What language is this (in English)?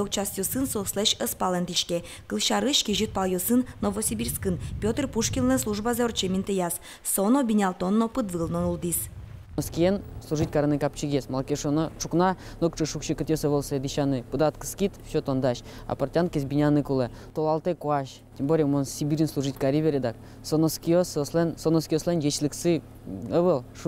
Udmurt